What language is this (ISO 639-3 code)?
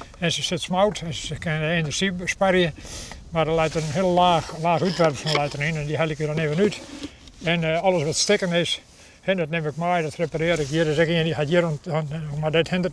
fry